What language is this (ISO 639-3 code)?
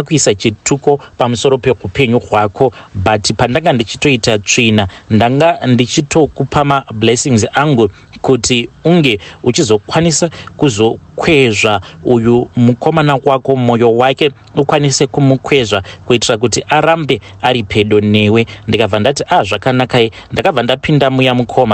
sna